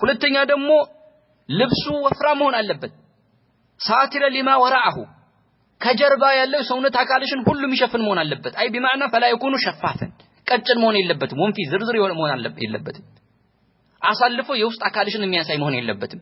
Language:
Amharic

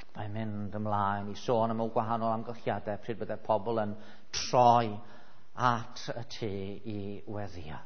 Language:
Welsh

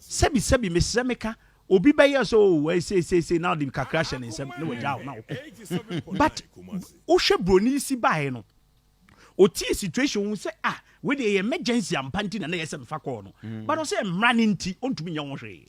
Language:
Akan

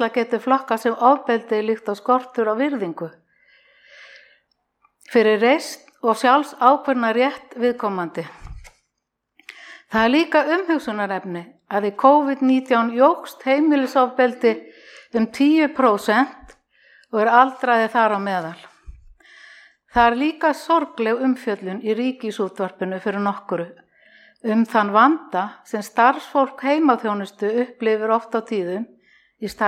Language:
Icelandic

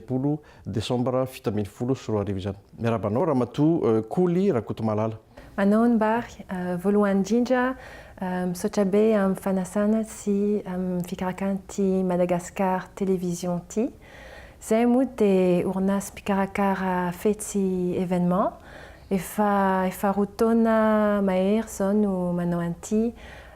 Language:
Malagasy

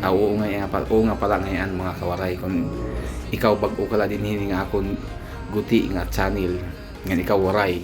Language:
Waray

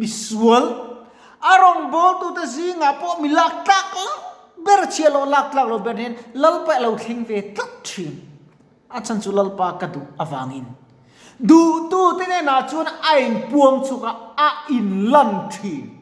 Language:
Mizo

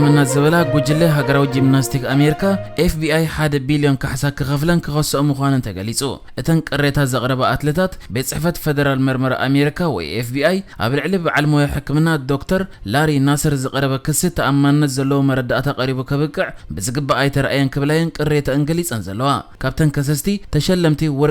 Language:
Tigrinya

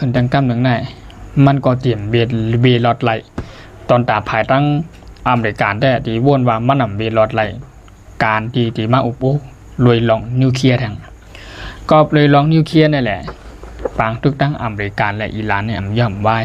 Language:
Shan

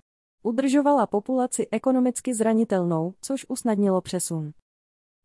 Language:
Czech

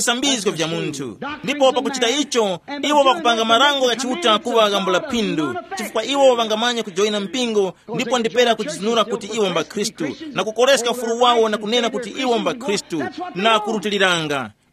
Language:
Tumbuka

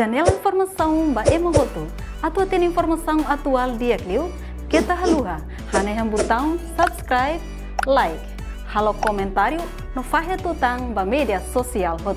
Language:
Tetum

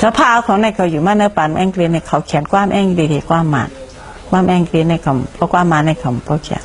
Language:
Shan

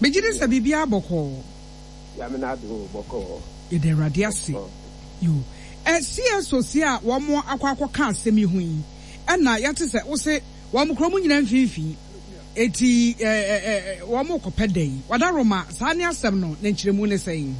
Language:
Akan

